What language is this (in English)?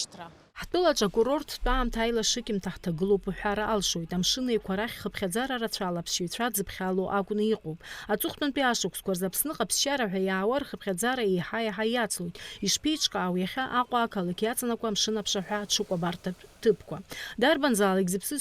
Abkhazian